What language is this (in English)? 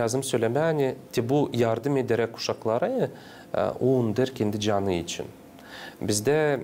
Gagauz